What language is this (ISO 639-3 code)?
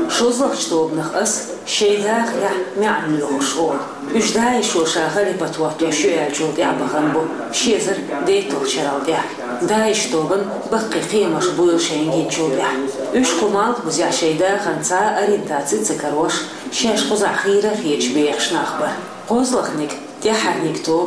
che